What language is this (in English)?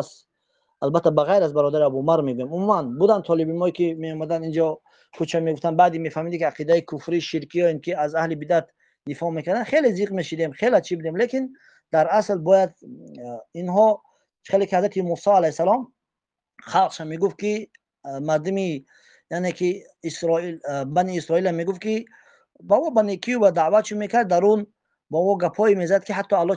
Tajik